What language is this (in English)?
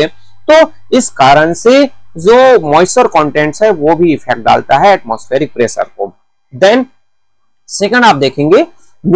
Hindi